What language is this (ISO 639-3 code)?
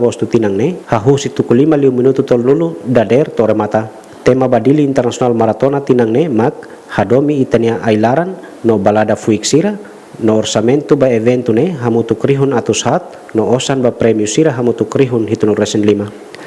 tet